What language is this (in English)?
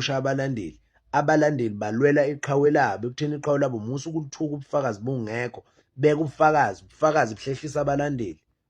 Zulu